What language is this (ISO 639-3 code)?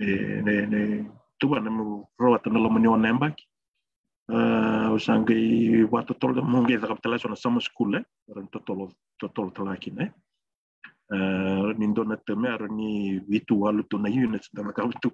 fij